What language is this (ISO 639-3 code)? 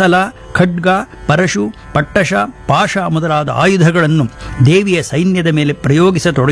kan